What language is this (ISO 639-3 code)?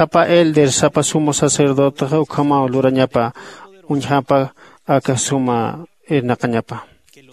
aym